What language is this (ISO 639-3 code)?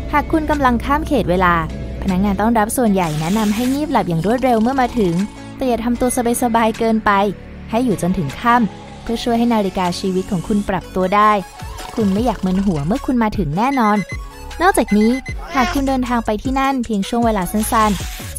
tha